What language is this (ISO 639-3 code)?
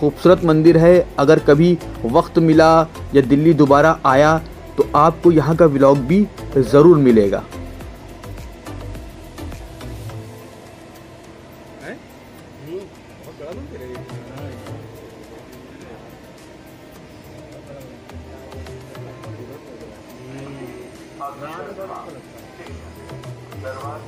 hin